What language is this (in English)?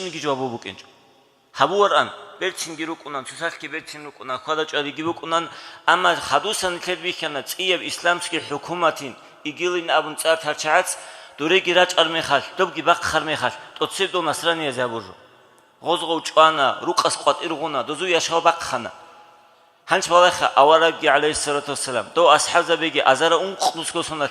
Avaric